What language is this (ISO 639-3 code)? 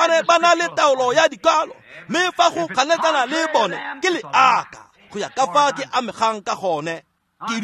tsn